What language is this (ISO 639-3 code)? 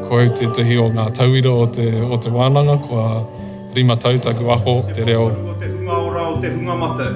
mri